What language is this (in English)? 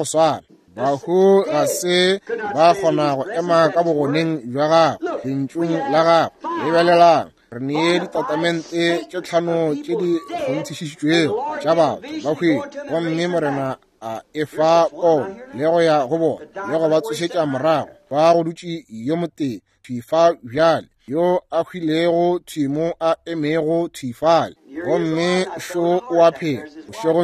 Northern Sotho